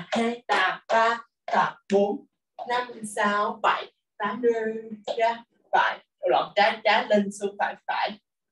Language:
Vietnamese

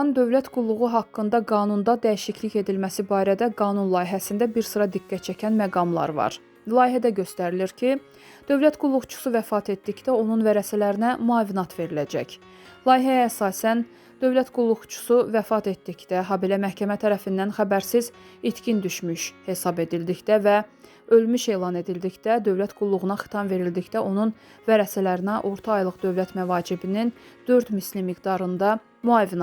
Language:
Azerbaijani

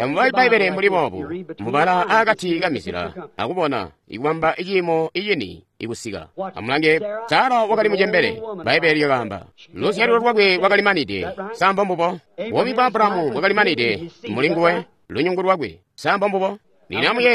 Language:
Tonga (Zambia)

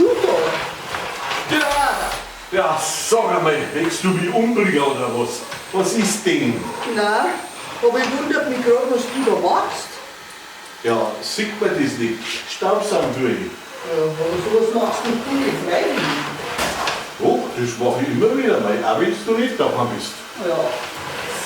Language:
Bavarian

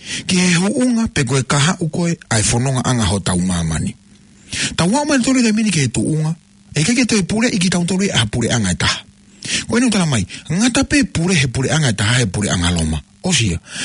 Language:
Tongan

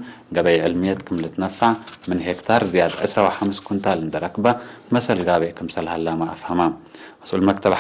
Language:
Tigre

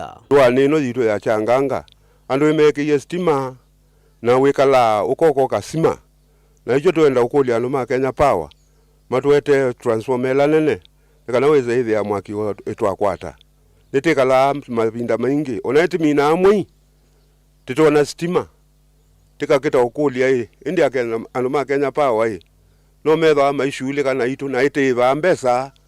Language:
Kamba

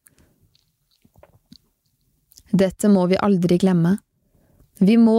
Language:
Norwegian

